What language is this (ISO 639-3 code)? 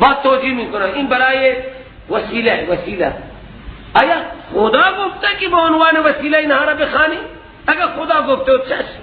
fas